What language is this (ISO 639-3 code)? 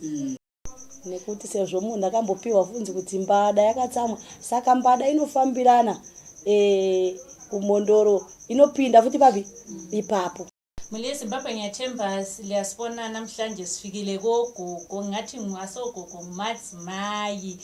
sna